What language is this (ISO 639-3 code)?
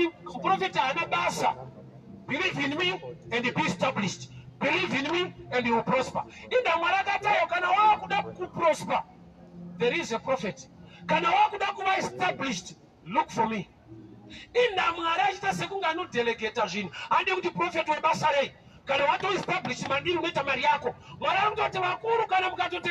sna